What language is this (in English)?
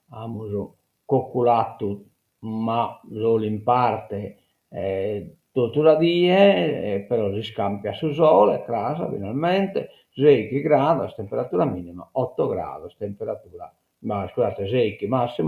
Sardinian